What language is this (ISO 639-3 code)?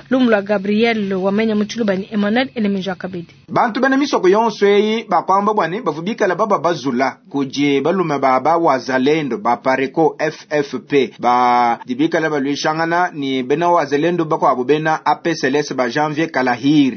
lua